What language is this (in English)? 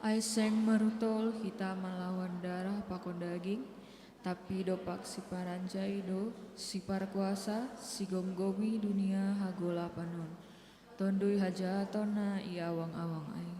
Batak Simalungun